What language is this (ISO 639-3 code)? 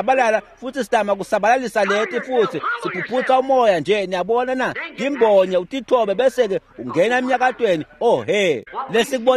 ssw